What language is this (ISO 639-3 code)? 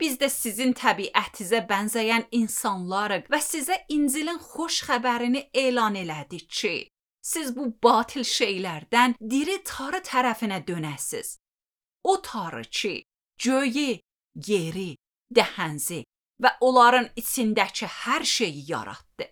aze